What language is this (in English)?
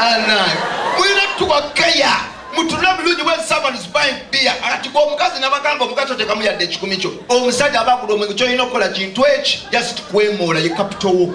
Ganda